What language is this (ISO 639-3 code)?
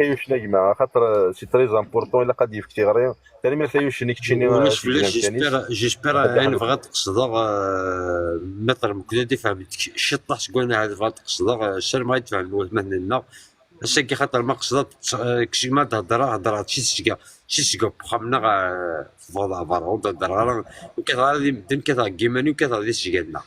kab